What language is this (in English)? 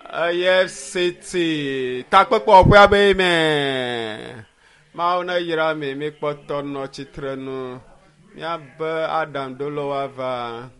Ewe